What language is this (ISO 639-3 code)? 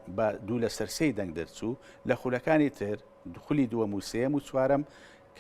ckb